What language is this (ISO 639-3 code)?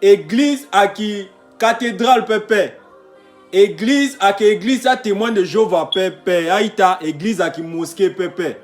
sag